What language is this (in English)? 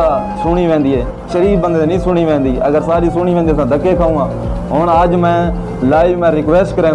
Saraiki